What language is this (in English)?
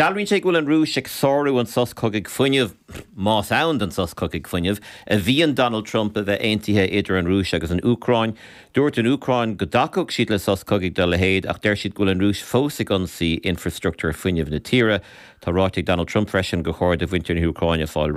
Irish